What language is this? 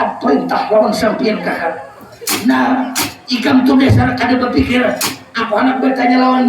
Banjar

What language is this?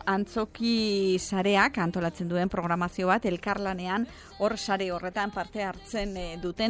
Basque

